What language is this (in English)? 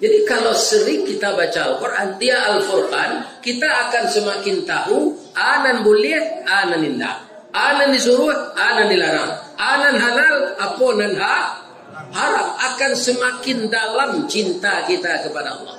Minangkabau